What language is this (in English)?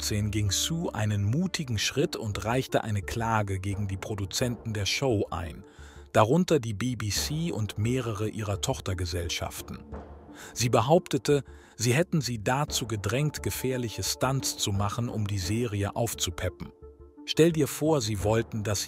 German